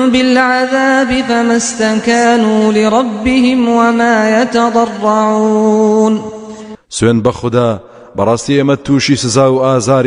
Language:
Central Kurdish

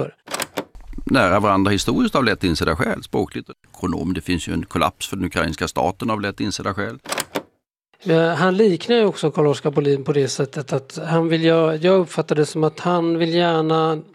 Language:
Swedish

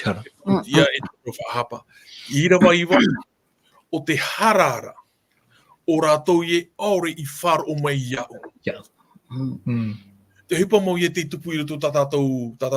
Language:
Tahitian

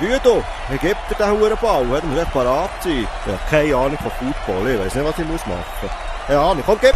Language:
Swiss German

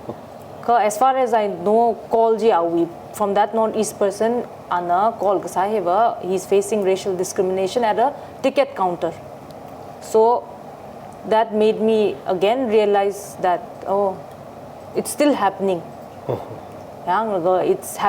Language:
Tangkhul Naga (India)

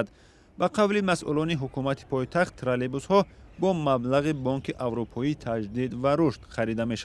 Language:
Tajik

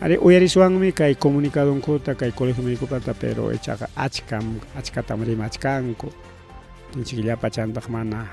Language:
Ayacucho Quechua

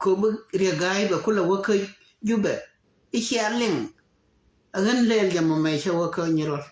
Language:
Nuer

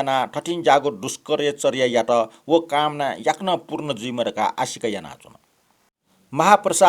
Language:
Newari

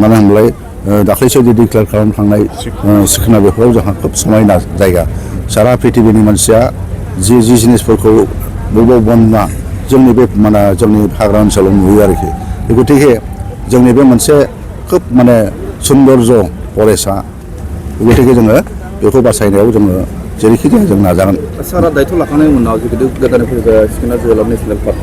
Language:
Bodo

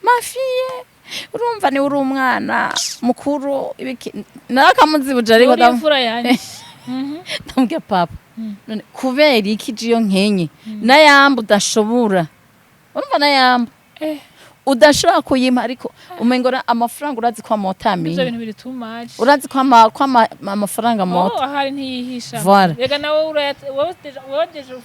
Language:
Rundi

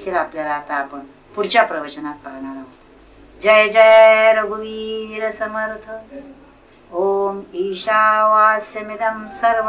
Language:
Marathi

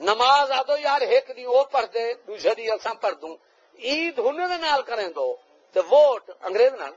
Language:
Saraiki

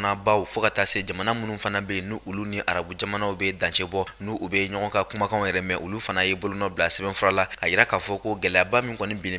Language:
Bambara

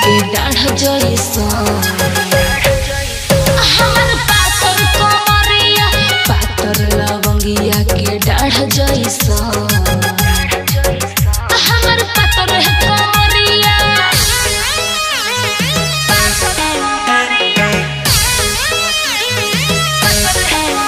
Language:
Bhojpuri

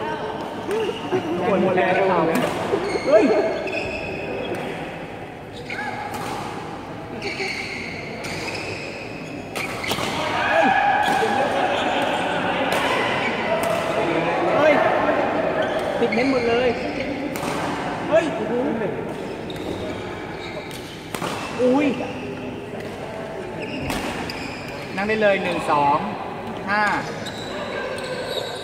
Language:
Thai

